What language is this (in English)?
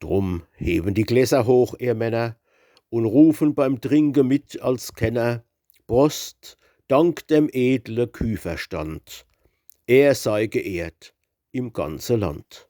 Palatine German